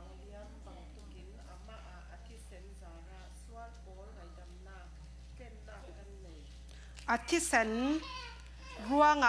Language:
Falam Chin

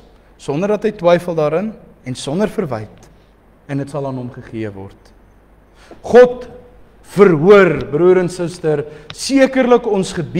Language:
Afrikaans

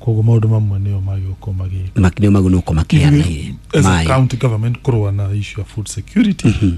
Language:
Kikuyu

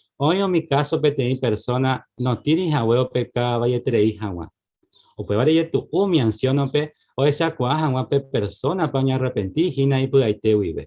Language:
Guarani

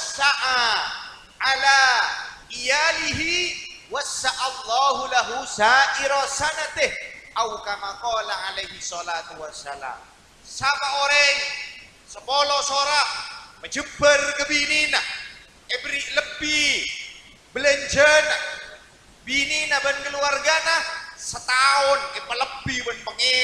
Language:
Madurese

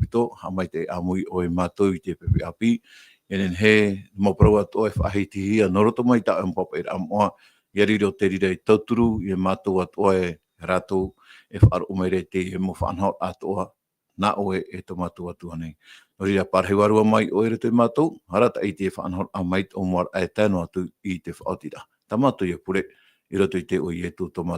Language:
Tahitian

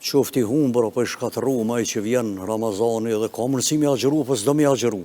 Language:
Albanian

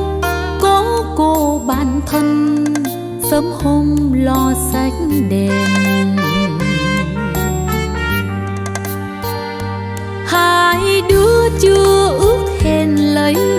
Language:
Vietnamese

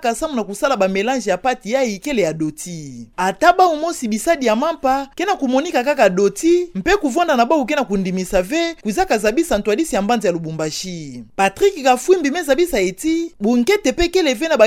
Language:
Kituba (Democratic Republic of Congo)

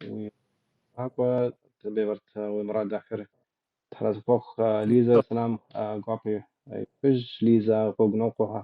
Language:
Kabardian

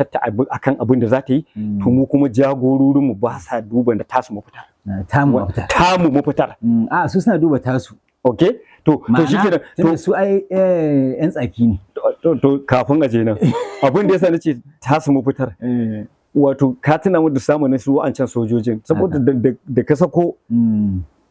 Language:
Hausa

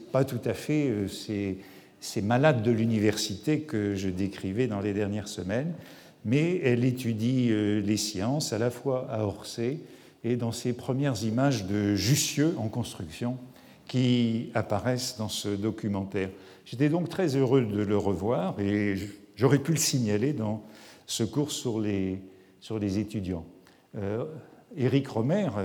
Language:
French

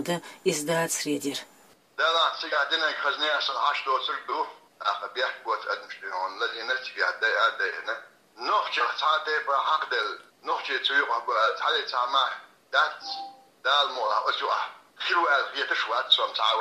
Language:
Chechen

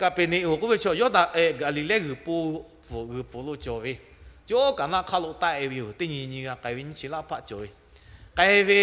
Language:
Lahu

